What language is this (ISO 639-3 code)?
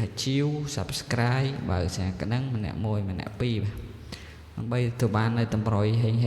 khm